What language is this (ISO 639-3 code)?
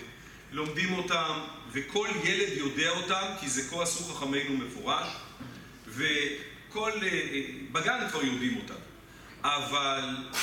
heb